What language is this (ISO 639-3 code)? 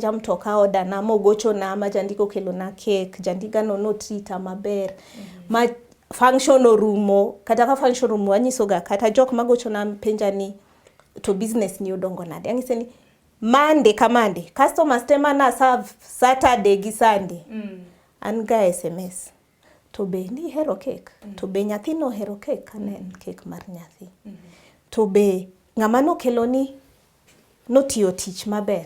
luo